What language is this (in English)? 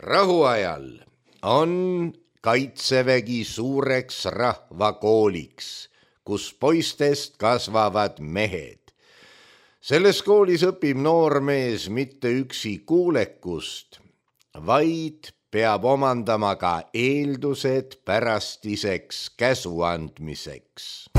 Estonian